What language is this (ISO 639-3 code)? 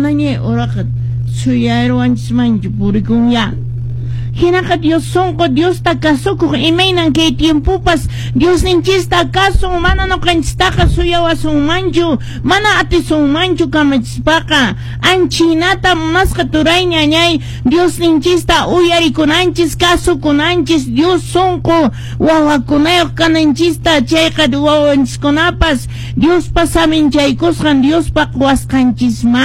que